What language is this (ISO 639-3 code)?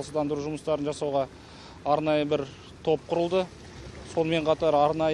kaz